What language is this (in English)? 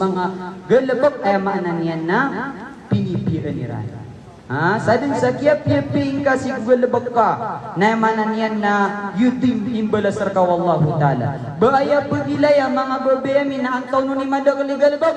Maranao